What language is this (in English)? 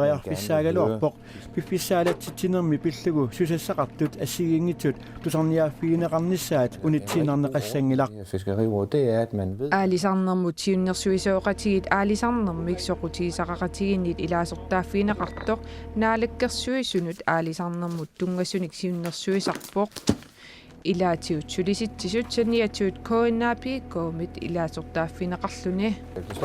Kalaallisut